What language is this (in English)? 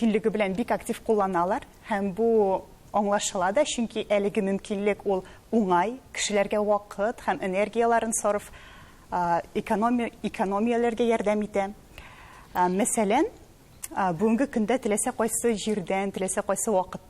Tatar